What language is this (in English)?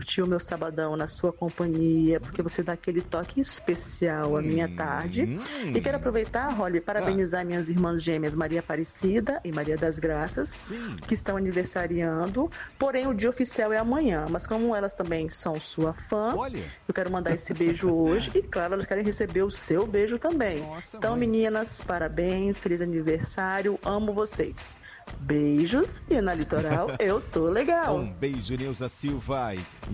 Portuguese